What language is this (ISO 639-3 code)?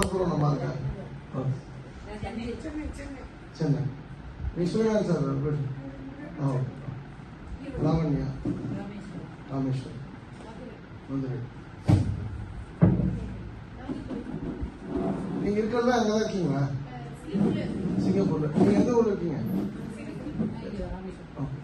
tam